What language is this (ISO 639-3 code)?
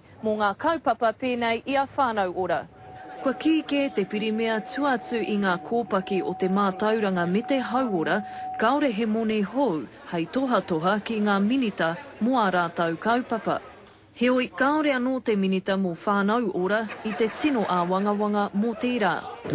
mri